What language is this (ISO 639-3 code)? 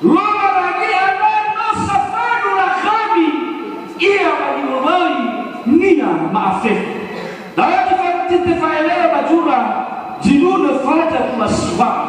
nia